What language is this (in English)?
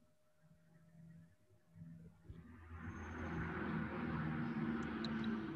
Indonesian